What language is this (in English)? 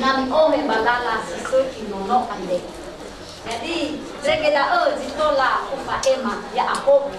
Nias